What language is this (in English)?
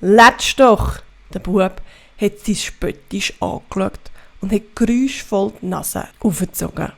Swiss German